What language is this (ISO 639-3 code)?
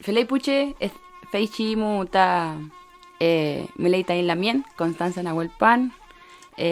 arn